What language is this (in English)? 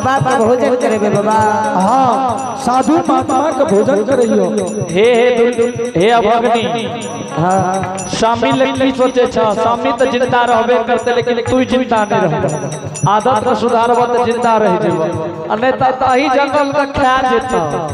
Angika